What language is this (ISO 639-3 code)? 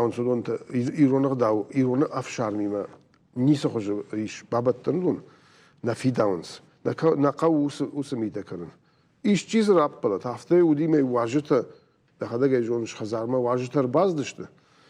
oss